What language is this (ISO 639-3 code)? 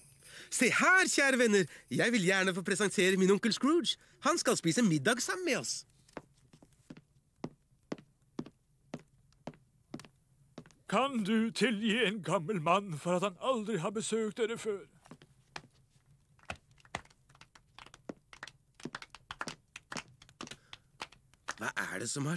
nor